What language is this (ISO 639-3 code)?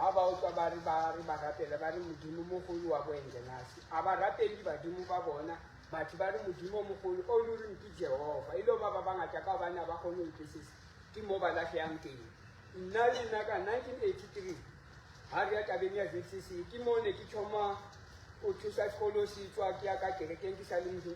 sot